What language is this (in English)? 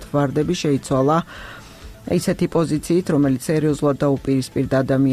Georgian